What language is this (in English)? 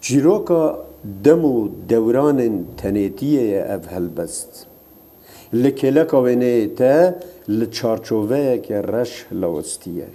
Kurdish